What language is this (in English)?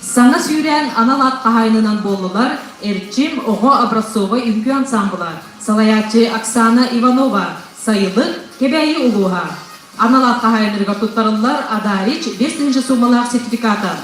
Yakut